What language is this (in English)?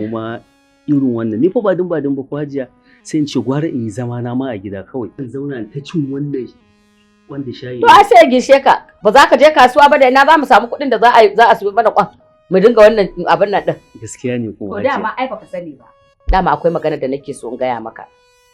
Hausa